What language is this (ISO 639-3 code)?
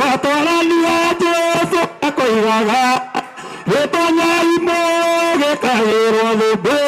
kik